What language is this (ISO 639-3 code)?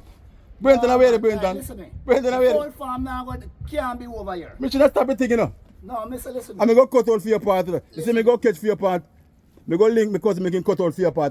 jam